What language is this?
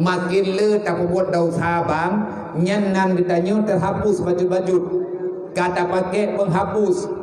Achinese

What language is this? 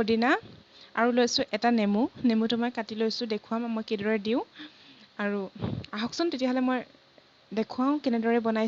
Assamese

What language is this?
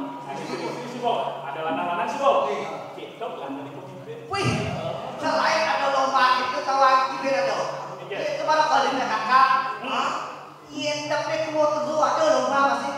Balinese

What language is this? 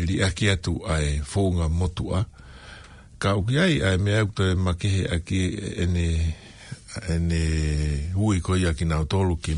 Tongan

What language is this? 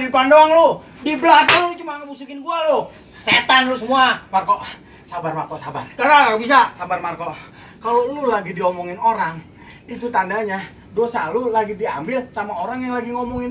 Betawi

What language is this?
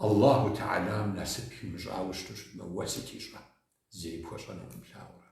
Kabardian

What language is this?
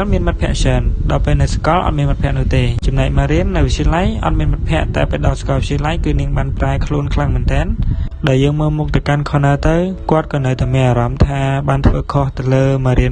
Khmer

